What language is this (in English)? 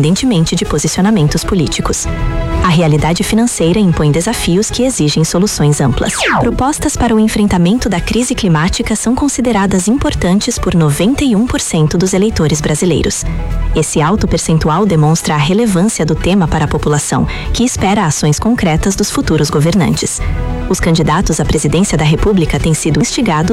Portuguese